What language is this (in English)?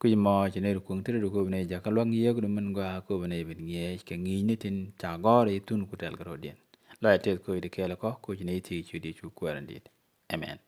Nuer